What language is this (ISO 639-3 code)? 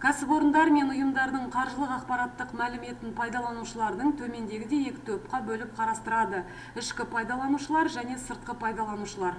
kaz